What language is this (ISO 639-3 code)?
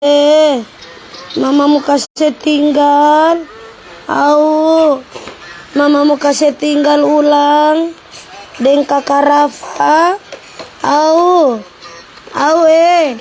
xmm